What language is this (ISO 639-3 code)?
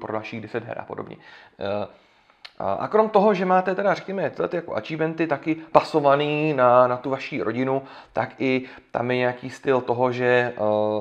ces